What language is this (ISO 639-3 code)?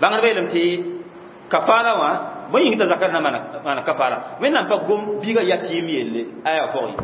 mos